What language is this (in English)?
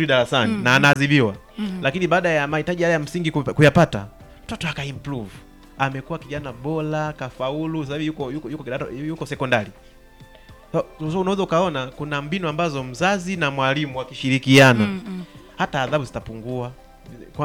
Swahili